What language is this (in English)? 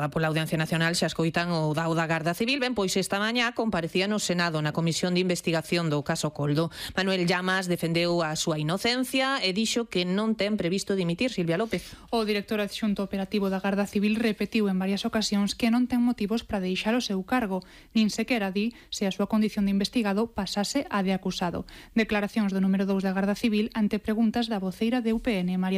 Galician